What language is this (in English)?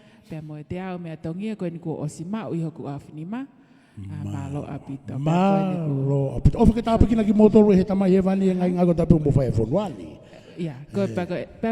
Tongan